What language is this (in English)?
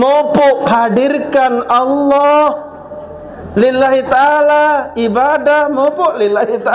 Sasak